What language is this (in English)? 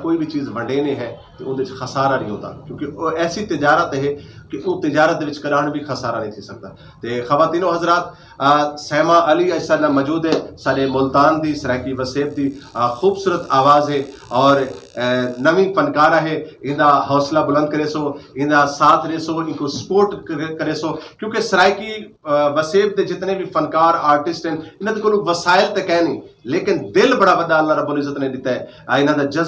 Saraiki